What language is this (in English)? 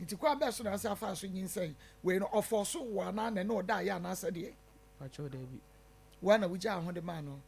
Akan